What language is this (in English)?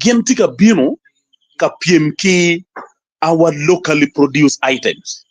Acoli